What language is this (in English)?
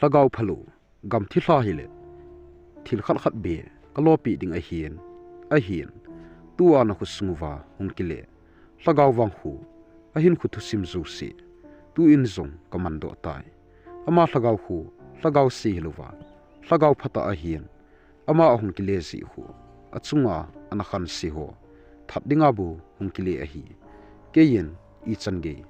Thado Chin